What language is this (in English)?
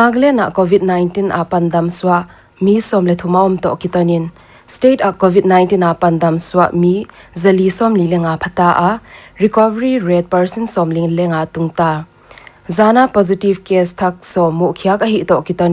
Paite Chin